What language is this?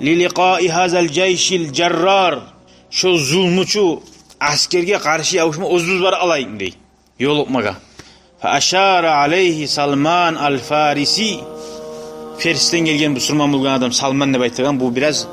Kumyk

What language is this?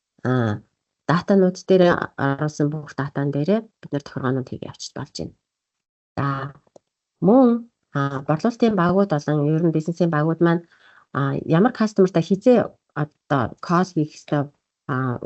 Mongolian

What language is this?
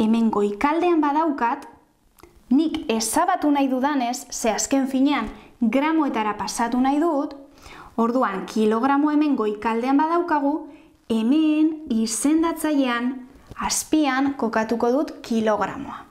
Basque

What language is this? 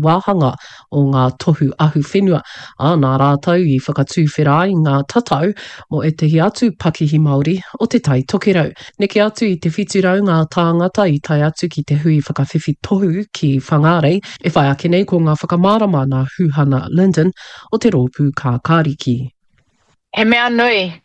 Māori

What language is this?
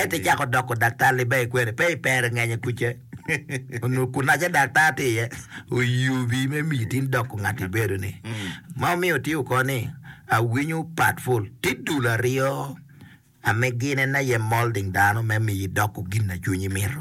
Acoli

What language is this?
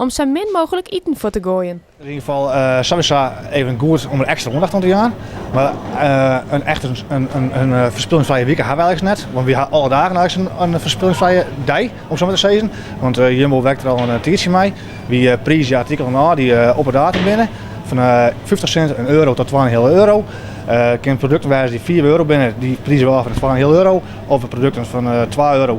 Western Frisian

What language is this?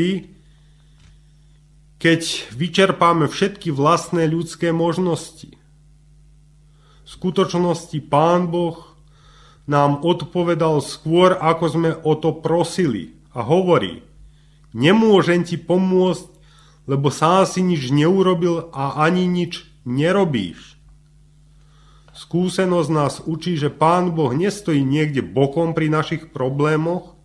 Slovak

